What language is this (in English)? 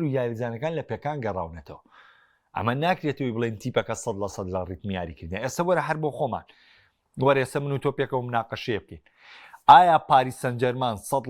Central Kurdish